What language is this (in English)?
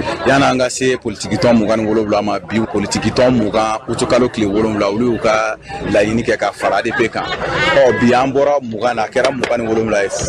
Bambara